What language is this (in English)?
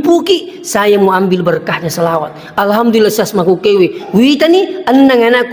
Buginese